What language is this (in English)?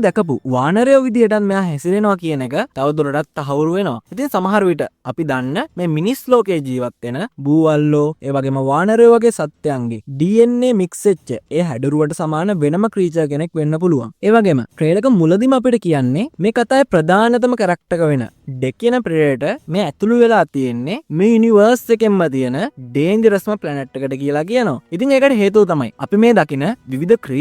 Sinhala